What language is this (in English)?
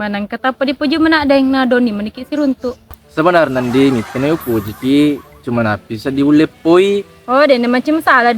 Buginese